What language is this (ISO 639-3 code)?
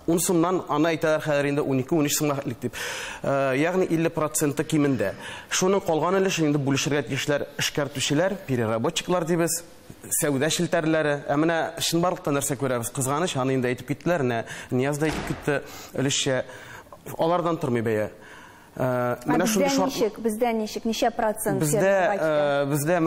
tat